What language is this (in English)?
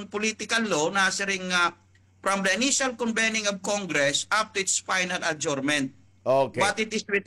Waray